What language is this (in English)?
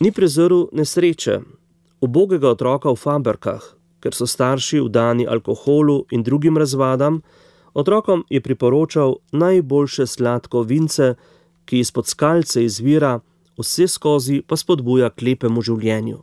Slovenian